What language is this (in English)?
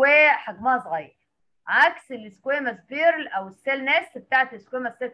Egyptian Arabic